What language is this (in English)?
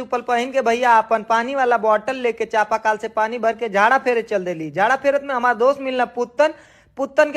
Bhojpuri